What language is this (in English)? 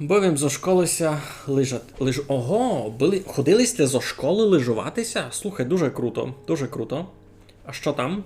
Rusyn